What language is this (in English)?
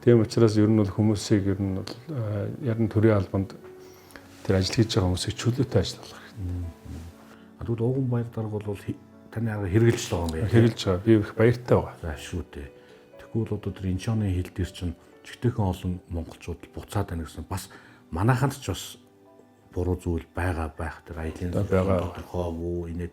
Mongolian